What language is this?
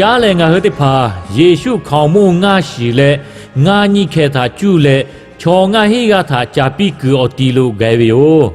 Lahu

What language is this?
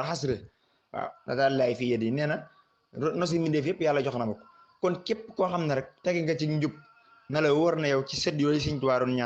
Wolof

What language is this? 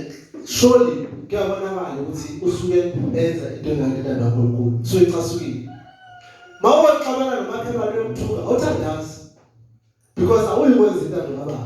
Zulu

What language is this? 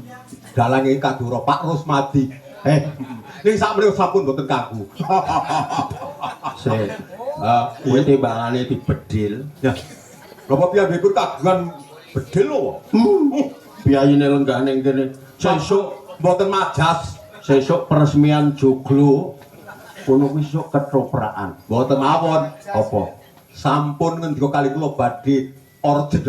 Javanese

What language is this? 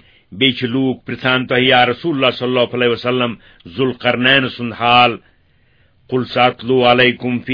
Kashmiri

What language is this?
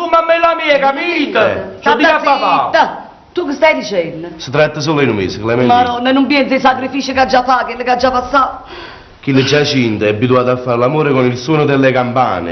Neapolitan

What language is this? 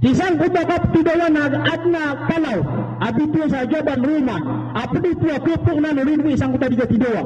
Maranao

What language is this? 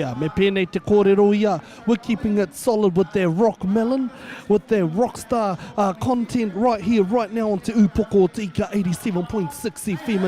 Māori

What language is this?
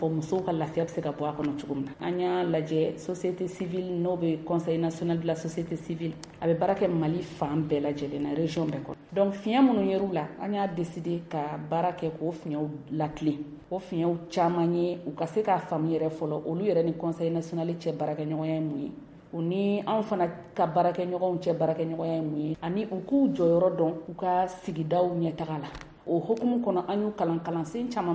Bambara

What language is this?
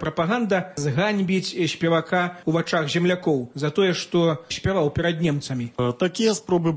Belarusian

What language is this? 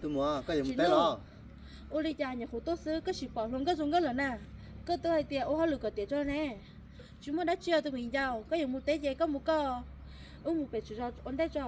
Hmong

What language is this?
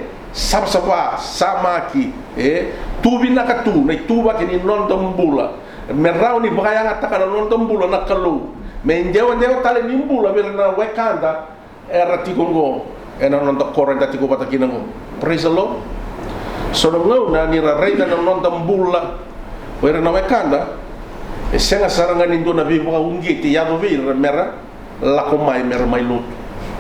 Fijian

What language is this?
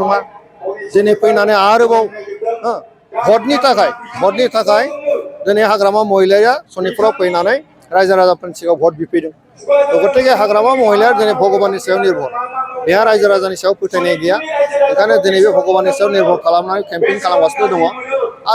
Bodo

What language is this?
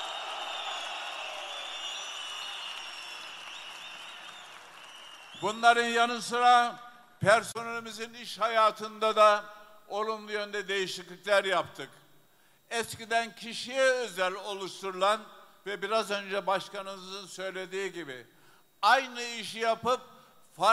Turkish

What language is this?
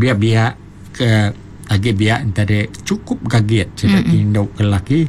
Iban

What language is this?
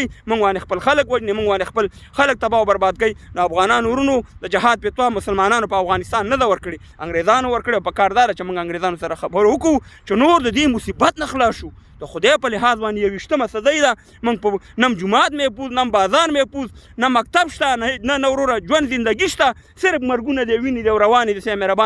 Pashto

